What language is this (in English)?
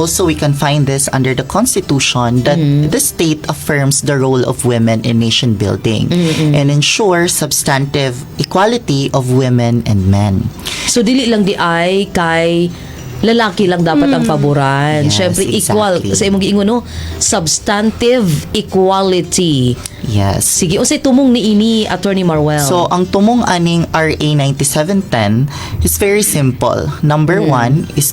Cebuano